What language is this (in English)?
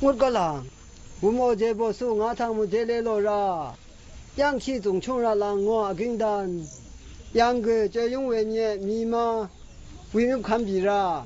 Zaiwa